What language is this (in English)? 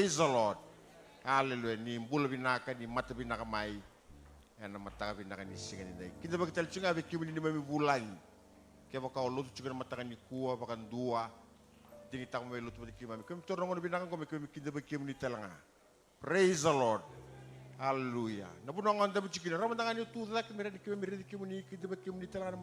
Fijian